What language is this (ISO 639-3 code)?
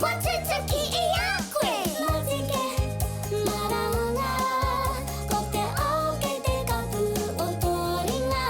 mri